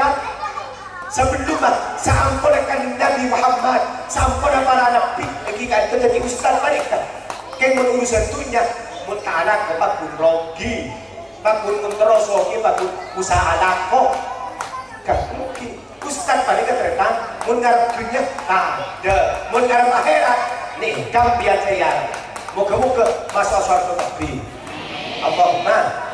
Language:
Madurese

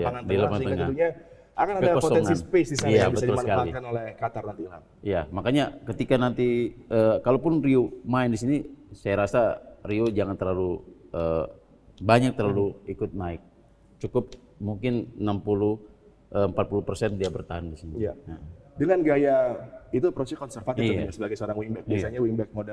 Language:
Indonesian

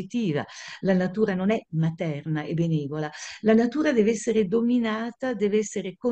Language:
Italian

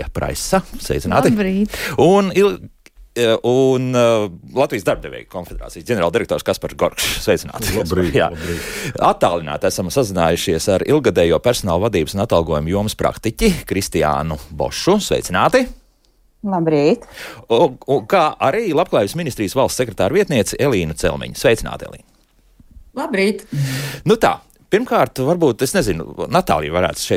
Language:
Latvian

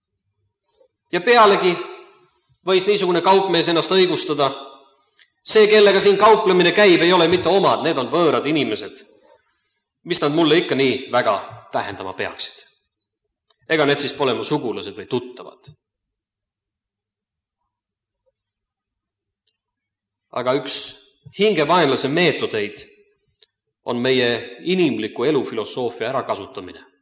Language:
Estonian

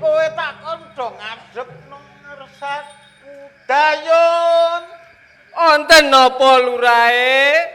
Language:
Javanese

